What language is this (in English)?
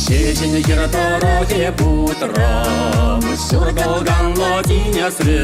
Chuvash